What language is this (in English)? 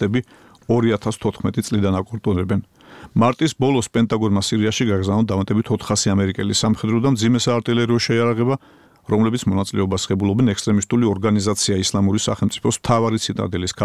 Georgian